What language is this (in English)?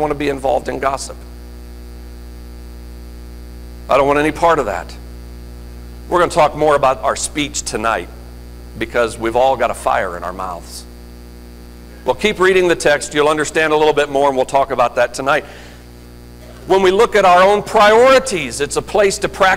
English